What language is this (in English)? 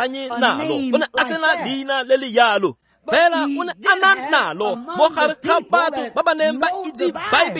Tswana